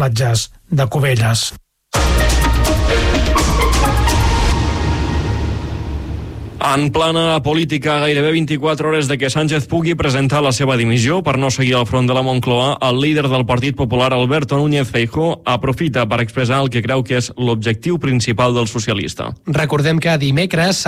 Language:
Catalan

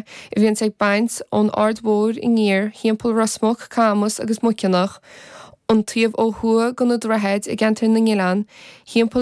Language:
Irish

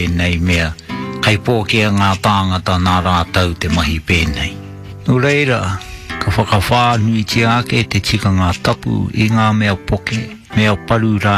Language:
Māori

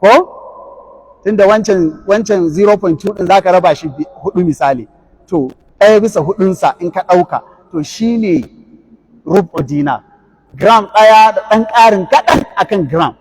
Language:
Hausa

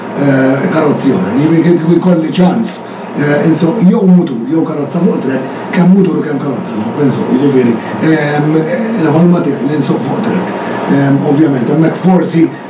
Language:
Maltese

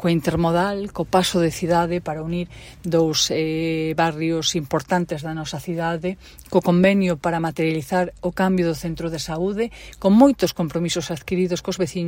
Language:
Galician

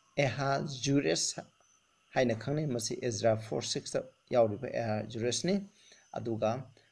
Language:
Manipuri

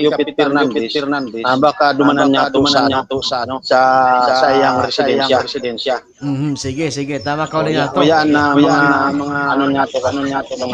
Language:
Bikol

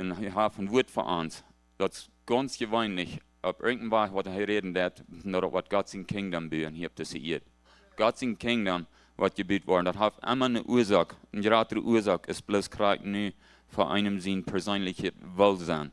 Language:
Plautdietsch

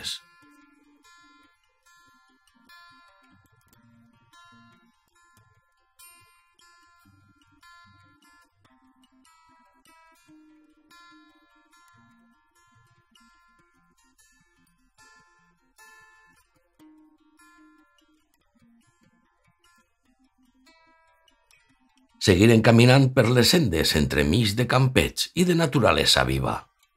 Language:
Catalan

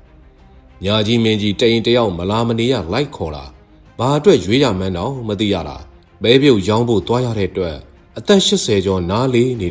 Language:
Burmese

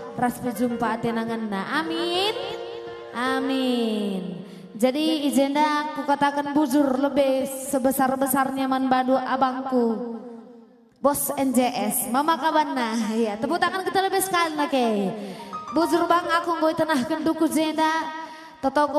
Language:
Batak Karo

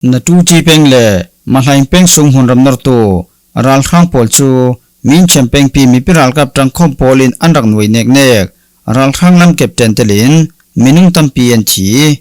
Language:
Falam Chin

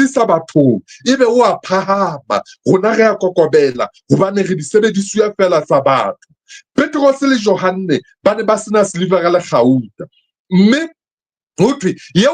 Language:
Southern Sotho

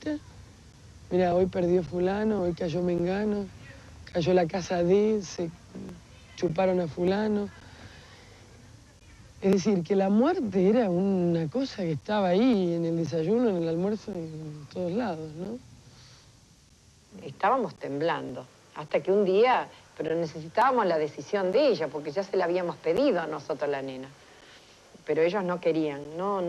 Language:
Spanish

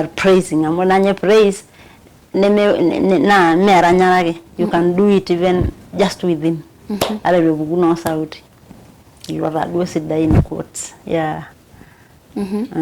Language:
Masai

